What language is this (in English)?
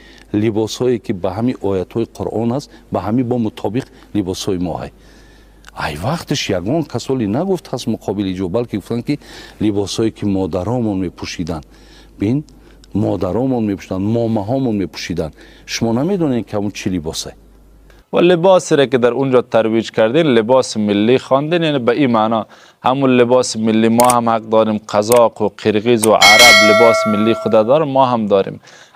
Persian